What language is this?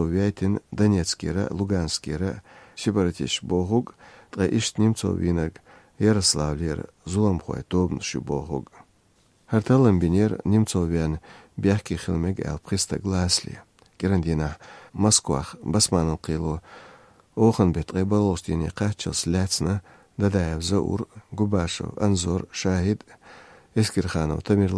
Chechen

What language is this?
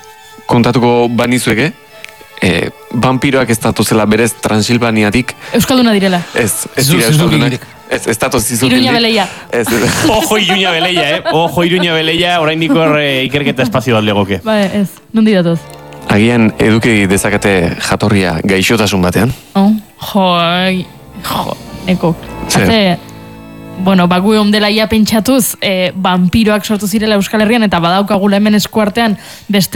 Basque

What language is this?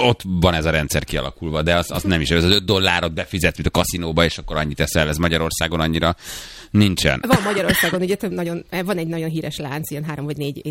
Hungarian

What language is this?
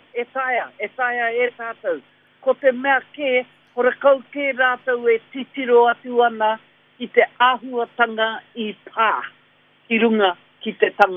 Māori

